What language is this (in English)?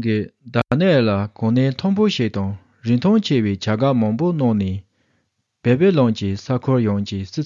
Tibetan